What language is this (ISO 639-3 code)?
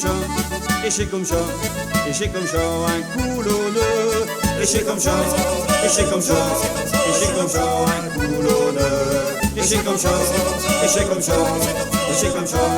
pcd